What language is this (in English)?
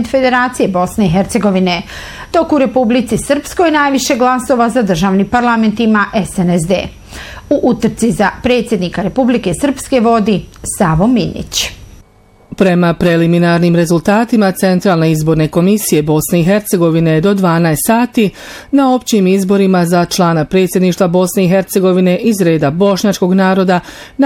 Bosnian